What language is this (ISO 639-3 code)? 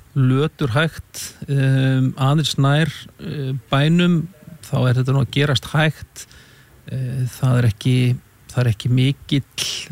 isl